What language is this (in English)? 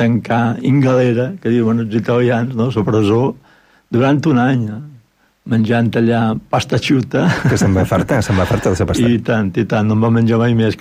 Catalan